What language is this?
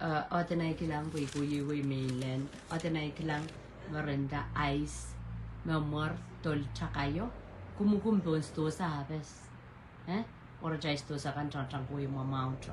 Pohnpeian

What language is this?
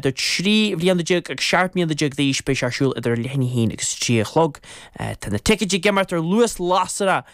Irish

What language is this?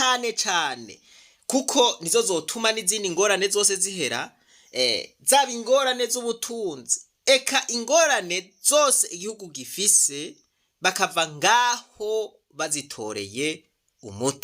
Rundi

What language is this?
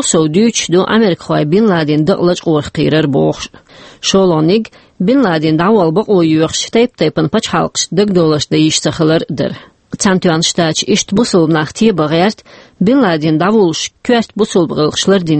Chechen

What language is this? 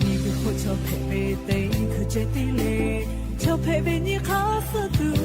Lahu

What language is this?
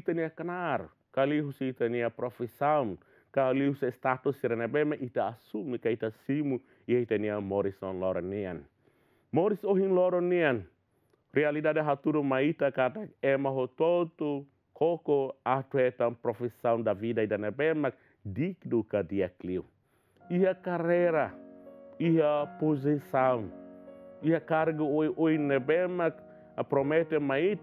Tetum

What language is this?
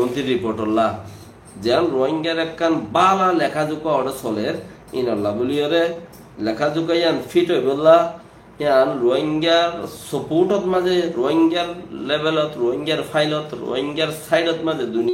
Rohingya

